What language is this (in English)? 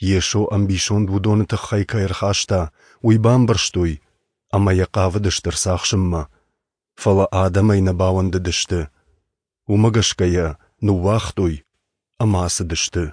Ossetic